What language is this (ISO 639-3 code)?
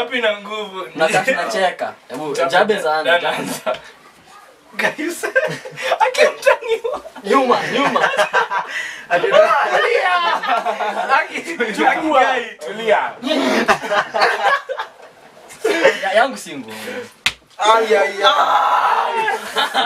swa